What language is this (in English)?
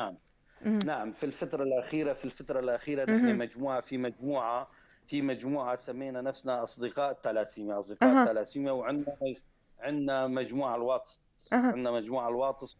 North Levantine Arabic